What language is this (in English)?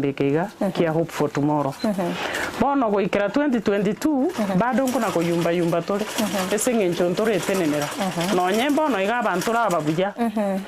Gusii